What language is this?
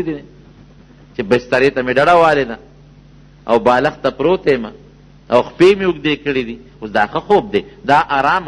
Pashto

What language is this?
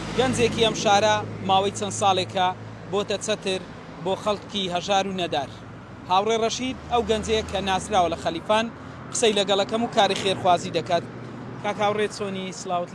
Central Kurdish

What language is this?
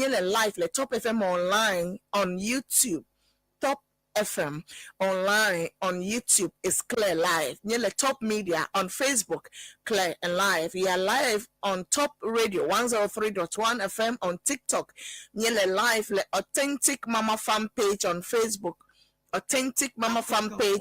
Ewe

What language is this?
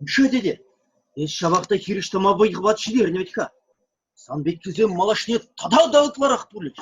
Chuvash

